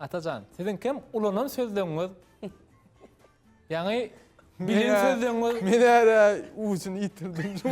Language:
Turkmen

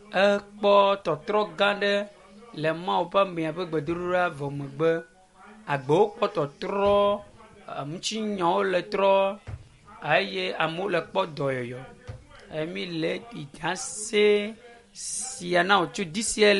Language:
Ewe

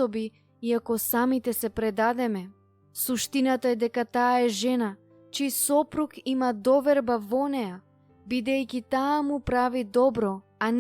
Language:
Macedonian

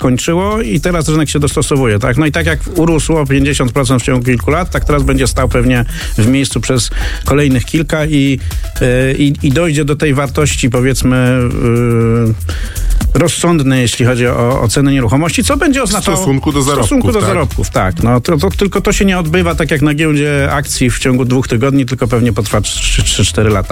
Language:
Polish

